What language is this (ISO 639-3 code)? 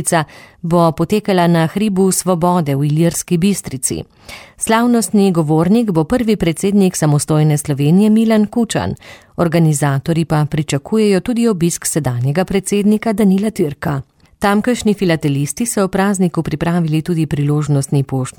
slv